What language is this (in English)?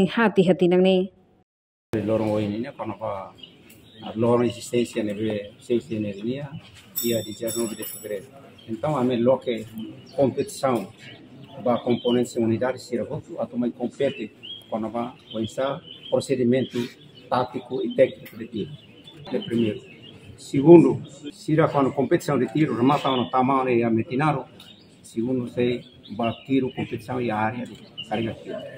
Tetum